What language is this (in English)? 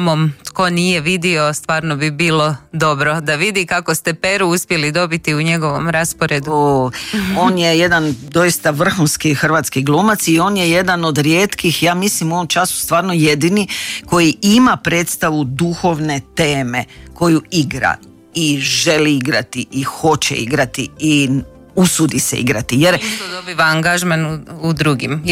Croatian